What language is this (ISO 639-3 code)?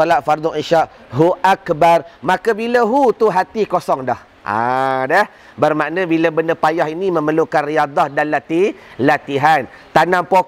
msa